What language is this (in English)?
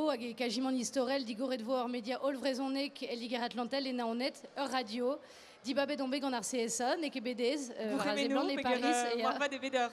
Breton